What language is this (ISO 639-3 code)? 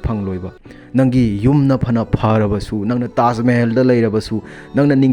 mni